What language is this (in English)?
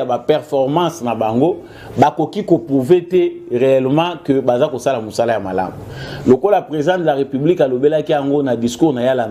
Lingala